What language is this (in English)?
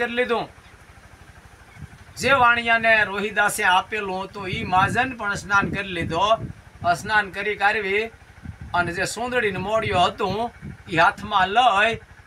Gujarati